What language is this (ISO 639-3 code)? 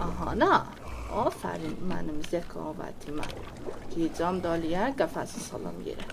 azb